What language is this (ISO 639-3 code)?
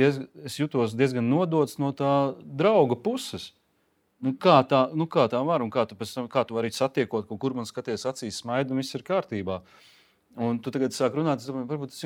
lav